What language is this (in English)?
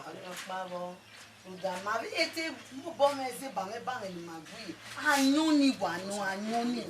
Bini